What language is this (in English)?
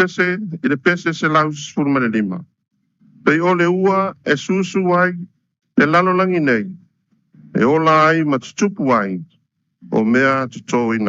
Samoan